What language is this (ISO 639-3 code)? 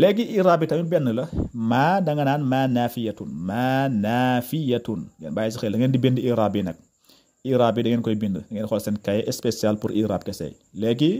wol